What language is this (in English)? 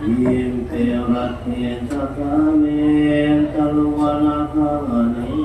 Pali